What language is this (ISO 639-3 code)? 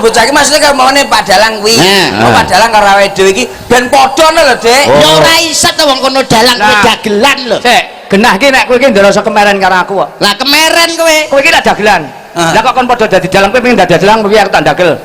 jav